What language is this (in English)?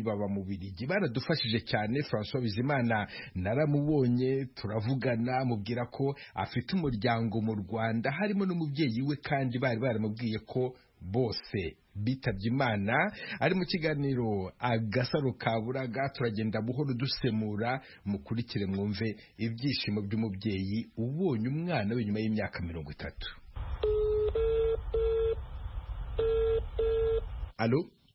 Kinyarwanda